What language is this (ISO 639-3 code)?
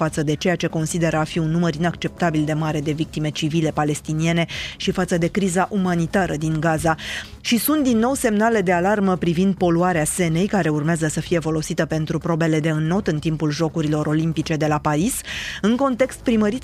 ron